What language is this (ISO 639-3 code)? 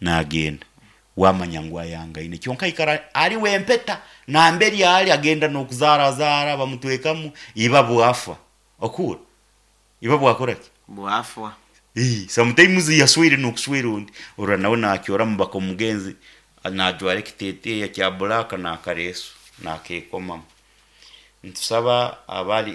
nyn